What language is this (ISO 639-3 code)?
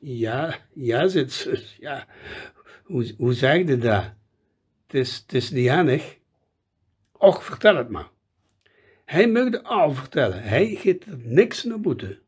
lim